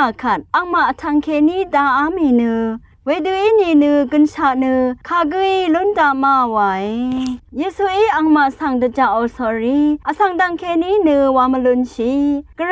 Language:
Rawang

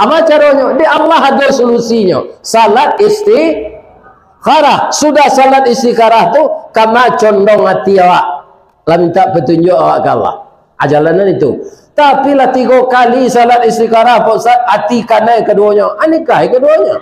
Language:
Minangkabau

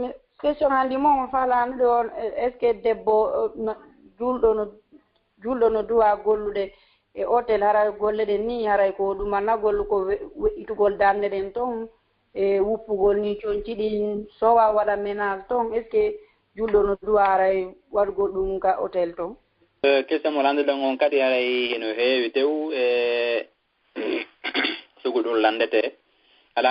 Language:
Fula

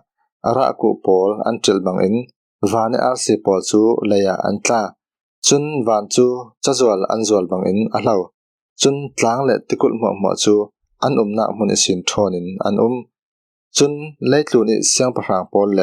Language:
Falam Chin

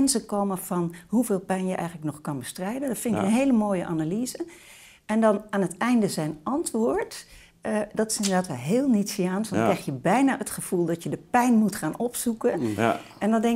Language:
Dutch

